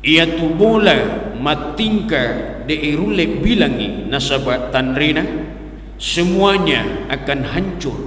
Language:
Buginese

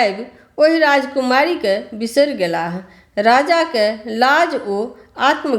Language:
Maithili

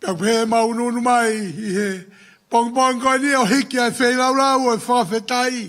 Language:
Tongan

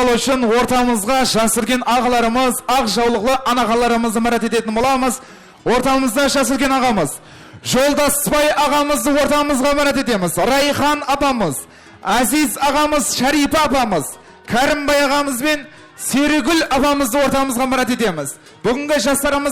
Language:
Kara-Kalpak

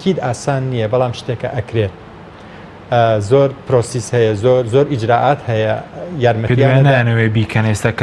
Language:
Central Kurdish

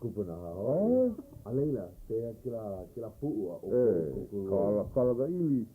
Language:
Hawaiian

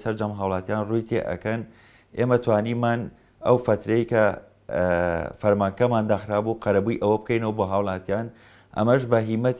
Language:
Central Kurdish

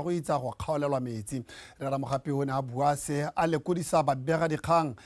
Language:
Tswana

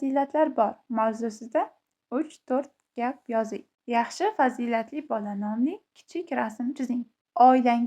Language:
Uzbek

